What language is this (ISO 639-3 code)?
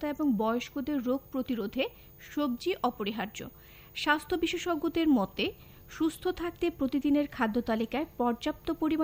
ben